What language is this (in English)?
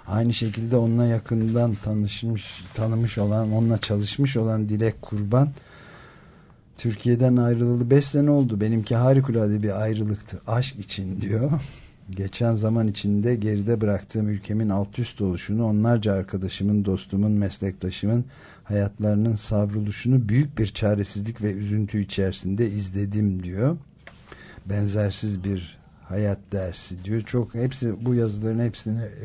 Turkish